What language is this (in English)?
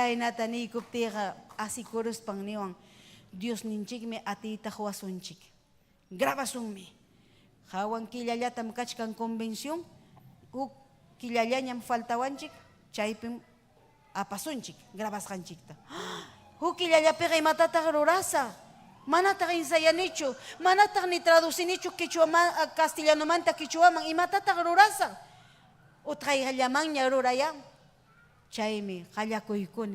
Ayacucho Quechua